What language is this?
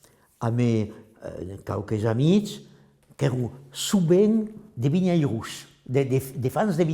Occitan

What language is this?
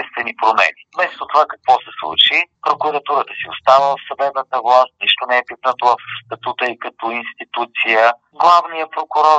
Bulgarian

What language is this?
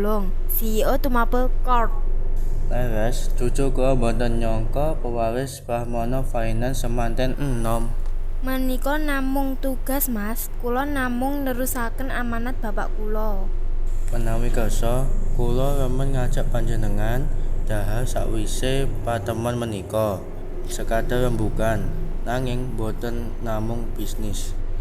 Javanese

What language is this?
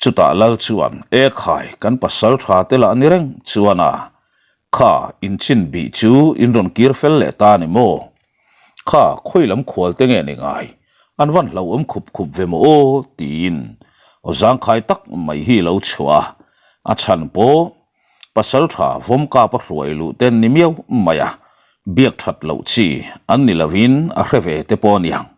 Mizo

